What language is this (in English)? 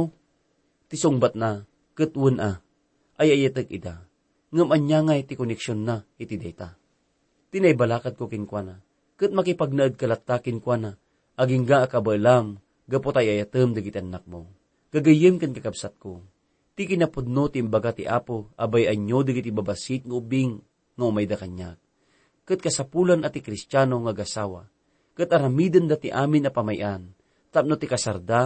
Iloko